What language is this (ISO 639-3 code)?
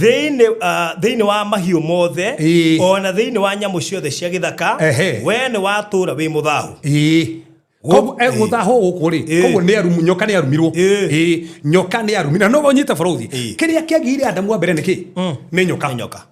kik